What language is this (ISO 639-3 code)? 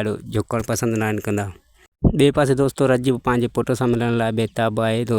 snd